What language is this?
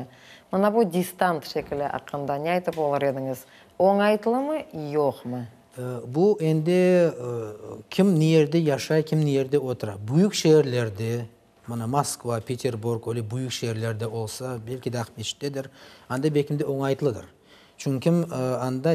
Crimean Tatar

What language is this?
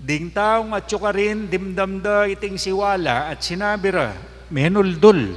Pampanga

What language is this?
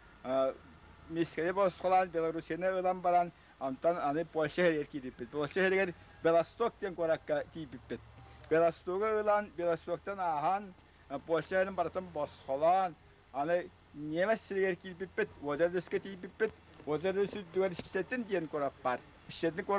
Yakut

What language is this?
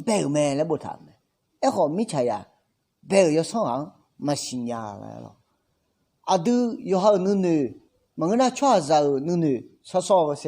Akha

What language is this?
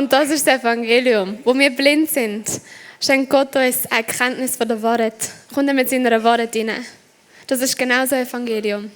Swiss German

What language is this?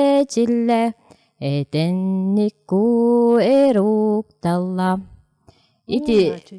Yakut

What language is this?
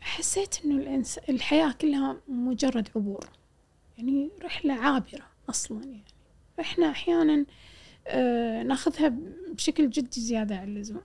Gulf Arabic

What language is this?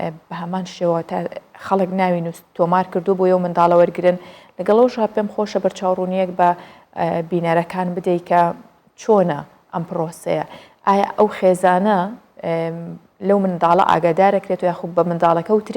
Central Kurdish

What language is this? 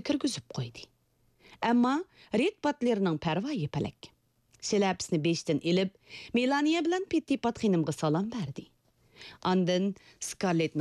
Uyghur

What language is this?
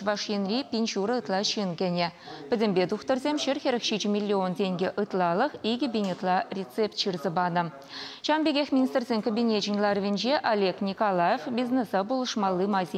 Chuvash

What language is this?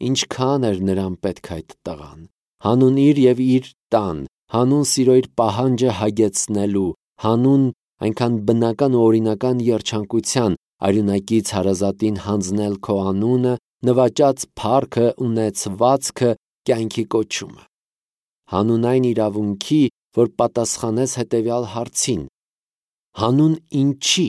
Armenian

